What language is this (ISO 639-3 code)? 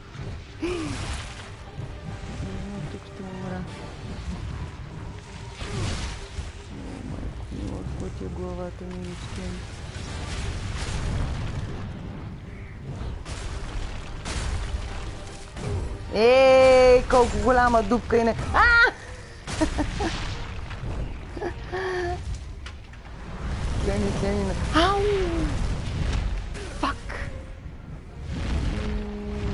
bul